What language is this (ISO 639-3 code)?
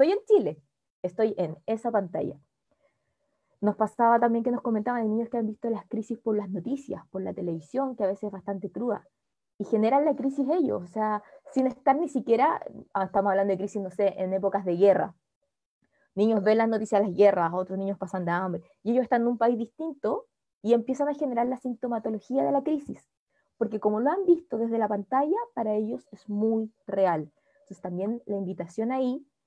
spa